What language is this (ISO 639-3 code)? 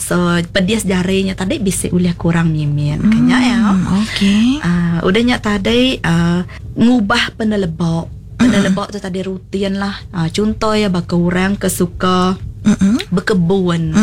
iba